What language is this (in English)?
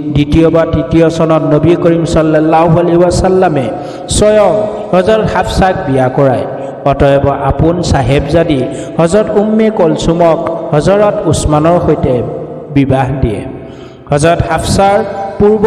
Assamese